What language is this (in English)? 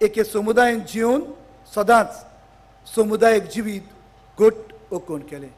Konkani